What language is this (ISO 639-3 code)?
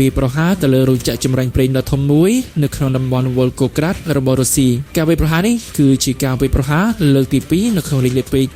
khm